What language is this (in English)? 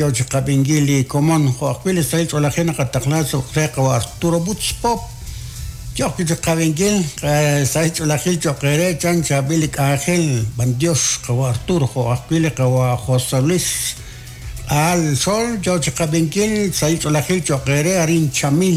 Kekchí